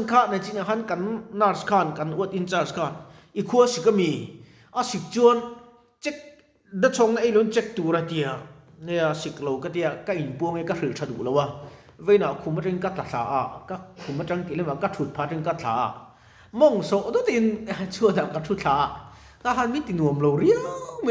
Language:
Mizo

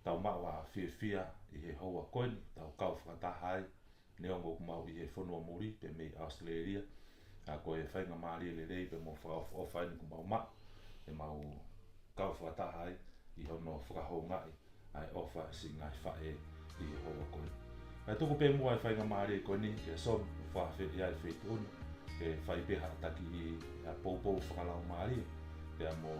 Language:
Tongan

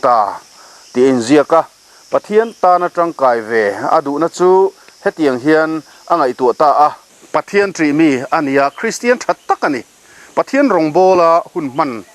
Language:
Mizo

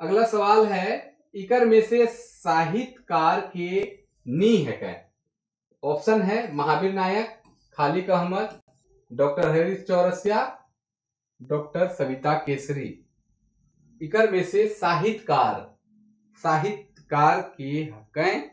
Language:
Sadri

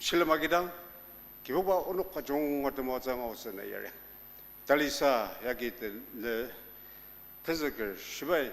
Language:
Ao Naga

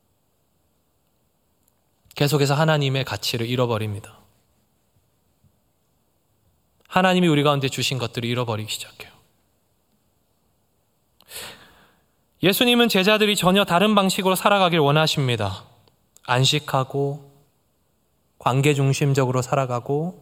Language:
Korean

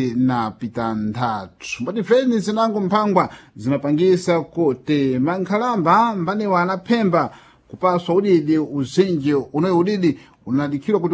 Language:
Sena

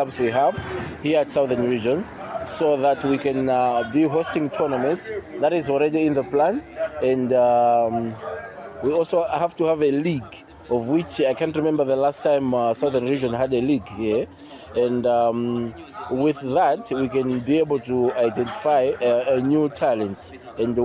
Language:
English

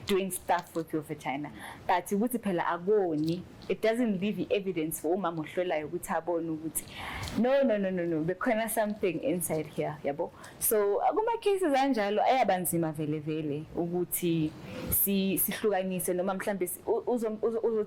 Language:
Zulu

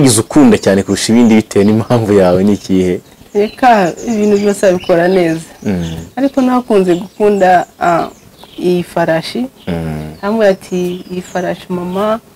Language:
Kinyarwanda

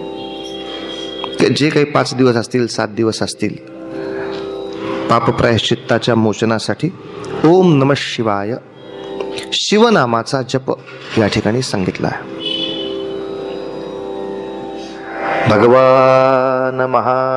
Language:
Marathi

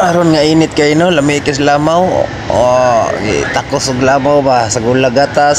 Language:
Cebuano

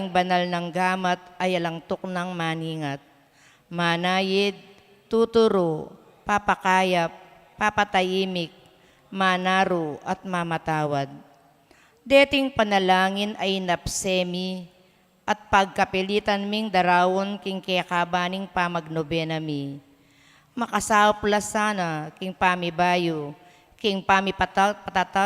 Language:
Pampanga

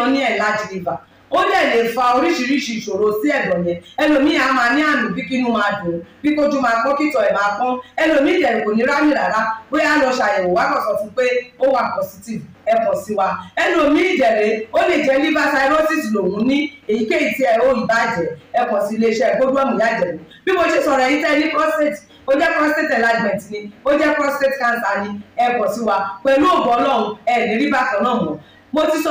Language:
Yoruba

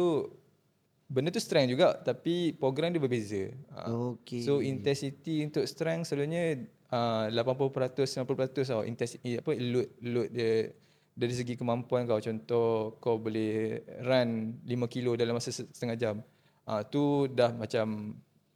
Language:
Malay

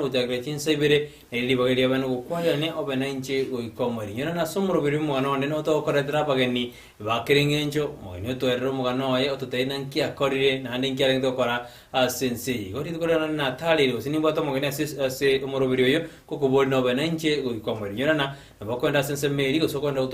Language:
Gusii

